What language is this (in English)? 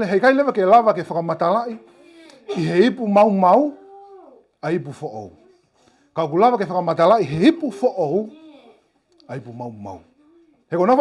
Tongan